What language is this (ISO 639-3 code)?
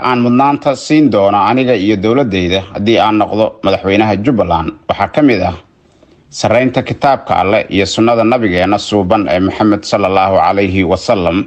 som